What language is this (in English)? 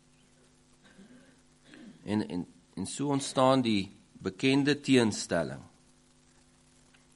Afrikaans